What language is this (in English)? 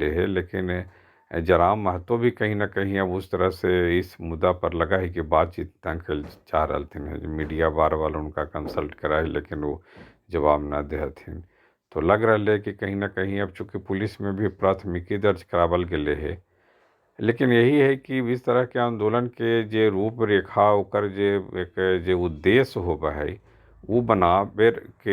Magahi